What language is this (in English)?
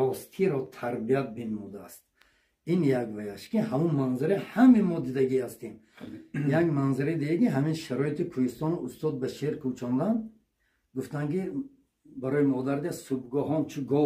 Tajik